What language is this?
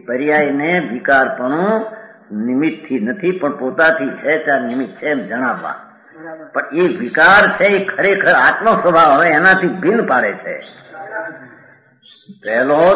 Gujarati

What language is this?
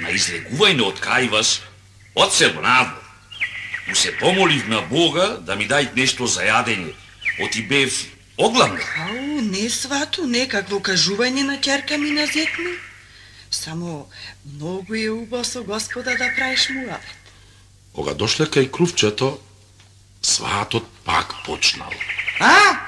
Macedonian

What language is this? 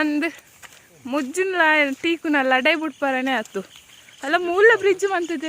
Tulu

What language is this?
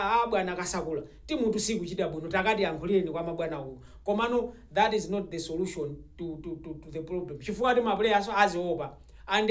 Nyanja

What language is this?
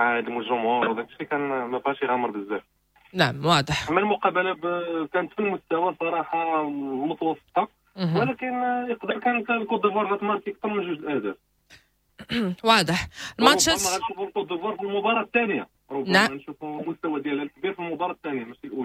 Moroccan Arabic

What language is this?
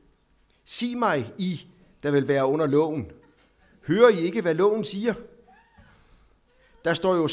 Danish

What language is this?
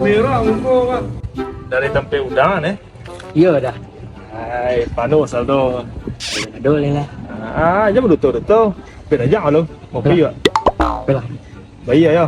Minangkabau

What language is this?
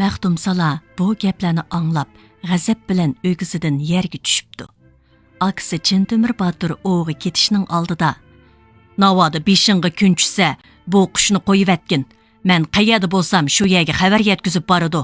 Uyghur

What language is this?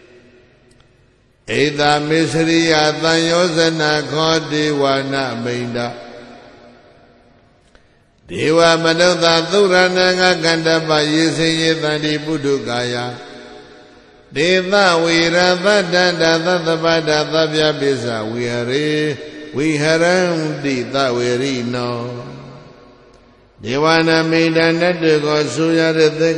Burmese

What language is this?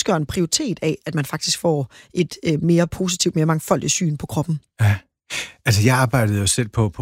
Danish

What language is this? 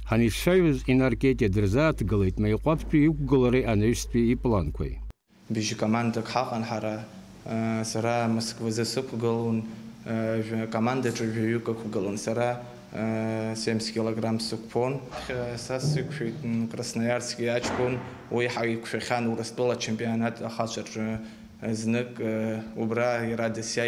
Abkhazian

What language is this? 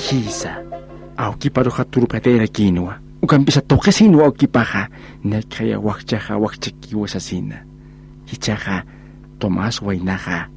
Aymara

